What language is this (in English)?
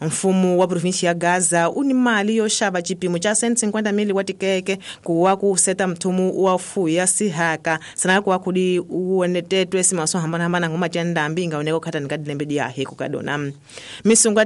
Tsonga